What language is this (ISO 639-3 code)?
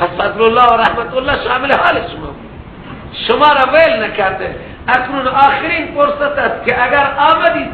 fas